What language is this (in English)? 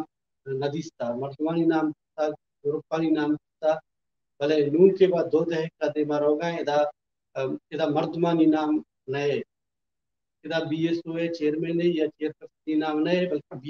Urdu